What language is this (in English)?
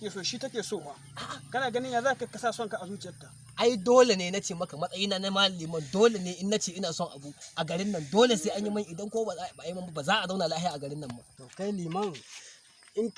Hausa